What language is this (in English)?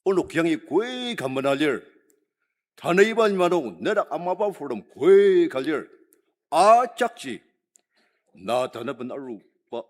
Ao Naga